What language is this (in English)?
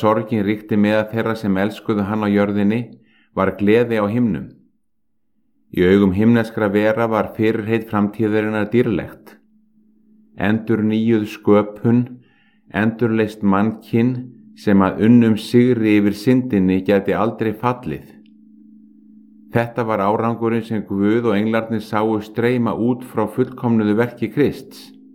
Icelandic